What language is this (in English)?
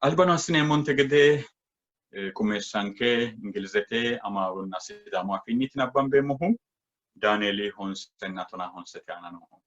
Sidamo